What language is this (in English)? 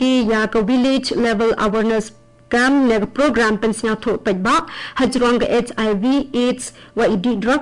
Garo